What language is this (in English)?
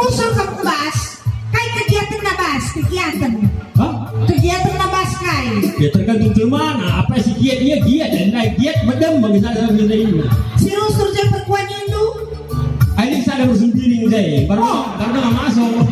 Batak Karo